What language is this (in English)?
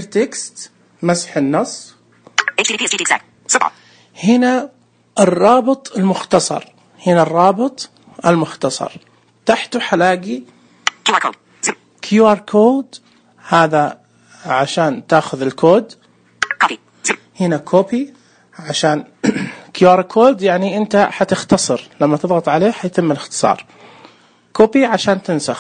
Najdi Arabic